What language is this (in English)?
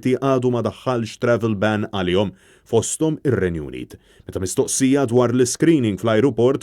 Maltese